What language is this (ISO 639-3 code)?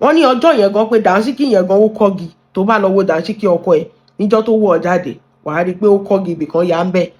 yor